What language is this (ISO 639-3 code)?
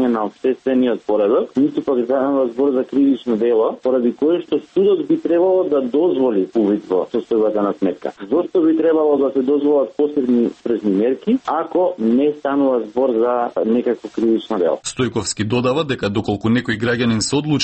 mkd